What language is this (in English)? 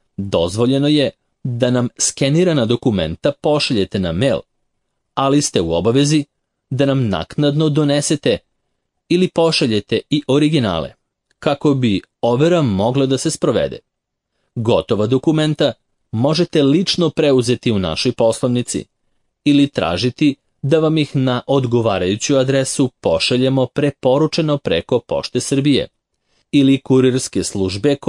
Serbian